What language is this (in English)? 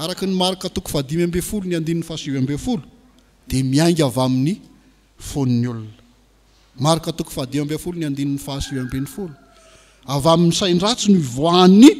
Malagasy